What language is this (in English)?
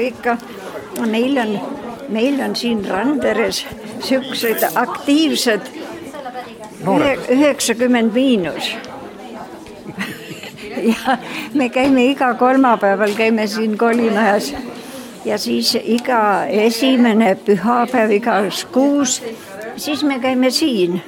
Estonian